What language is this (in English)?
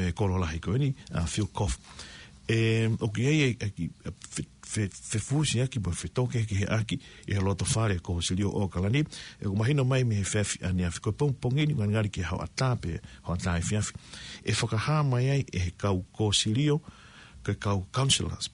Tongan